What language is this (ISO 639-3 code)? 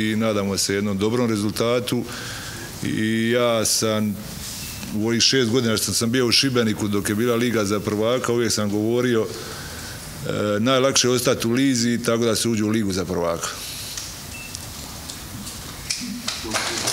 hrv